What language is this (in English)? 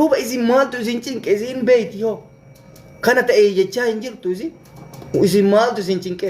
Oromo